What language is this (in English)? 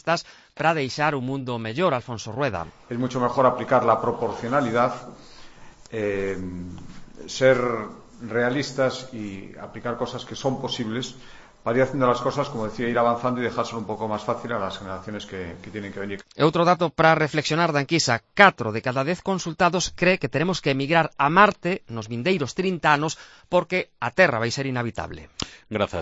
Galician